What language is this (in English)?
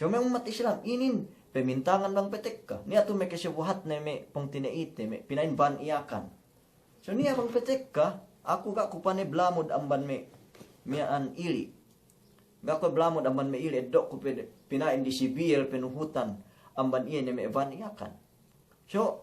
Yakan